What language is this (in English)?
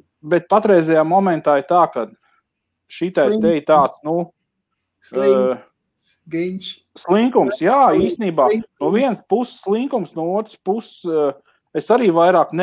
Latvian